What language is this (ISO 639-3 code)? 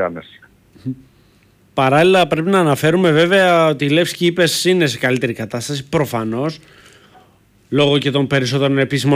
ell